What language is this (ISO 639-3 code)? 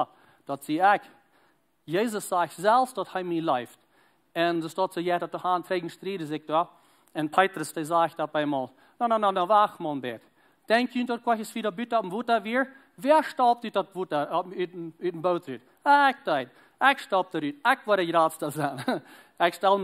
pdt